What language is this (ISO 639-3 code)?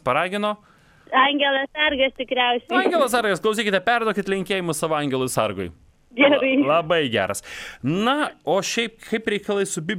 lit